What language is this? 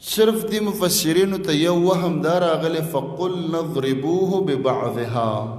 Pashto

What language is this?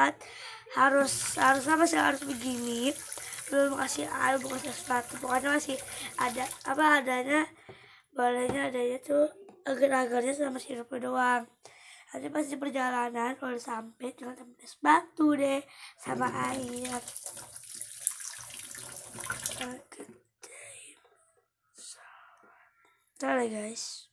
Indonesian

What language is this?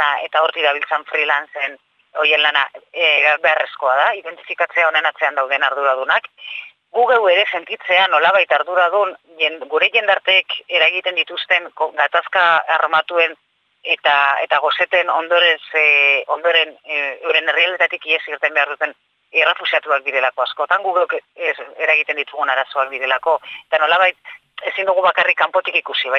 Basque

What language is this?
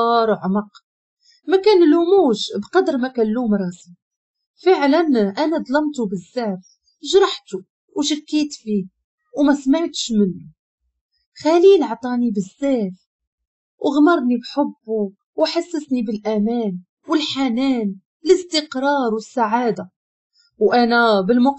Moroccan Arabic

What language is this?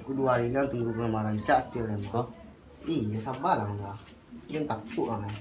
Minangkabau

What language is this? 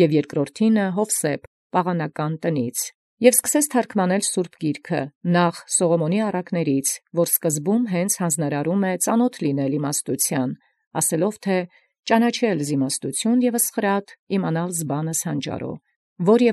Armenian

